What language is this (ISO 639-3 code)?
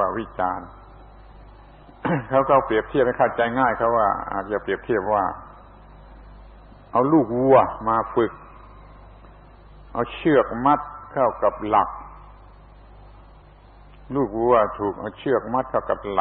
tha